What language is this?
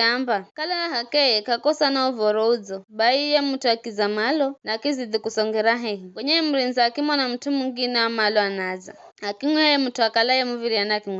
Giryama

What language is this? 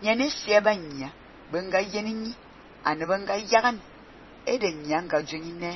Fang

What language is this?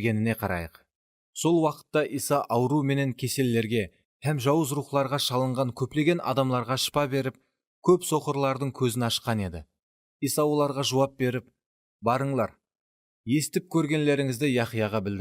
Kara-Kalpak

